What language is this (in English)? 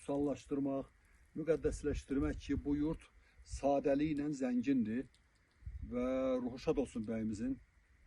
Azerbaijani